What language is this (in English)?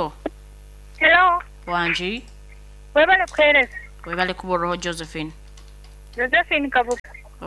Nyoro